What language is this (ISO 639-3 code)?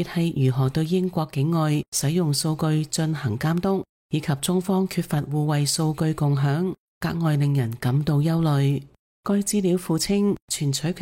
yue